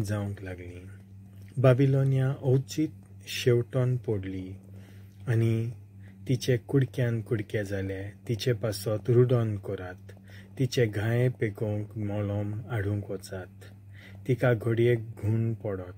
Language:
Konkani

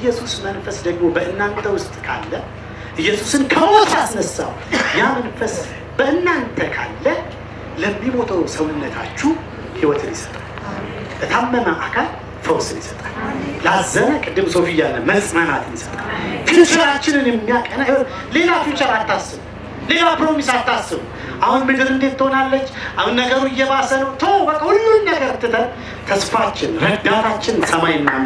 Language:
Amharic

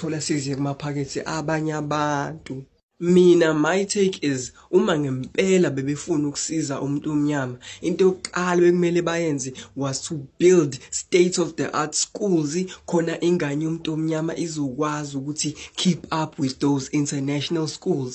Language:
Zulu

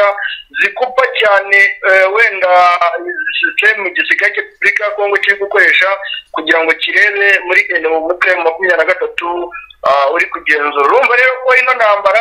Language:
Kinyarwanda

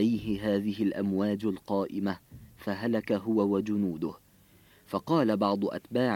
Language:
Arabic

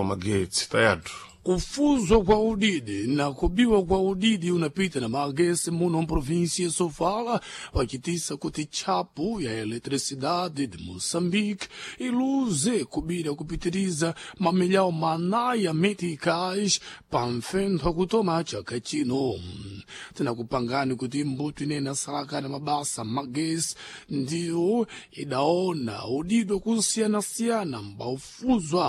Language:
Sena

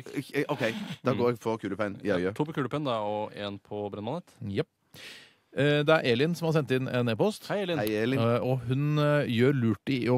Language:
Norwegian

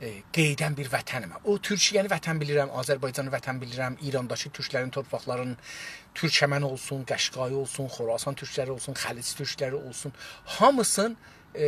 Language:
South Azerbaijani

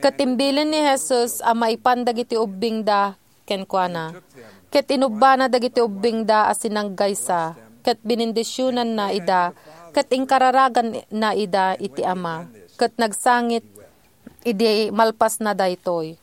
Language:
Iloko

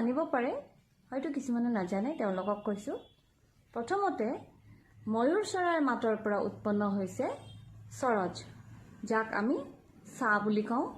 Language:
Assamese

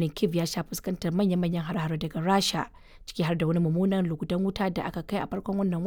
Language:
Hausa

